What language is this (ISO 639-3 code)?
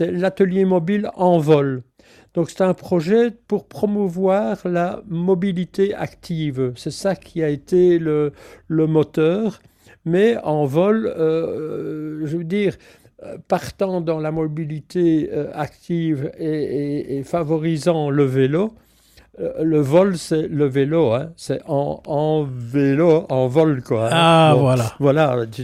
fra